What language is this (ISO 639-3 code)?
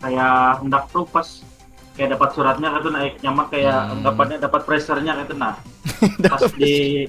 bjn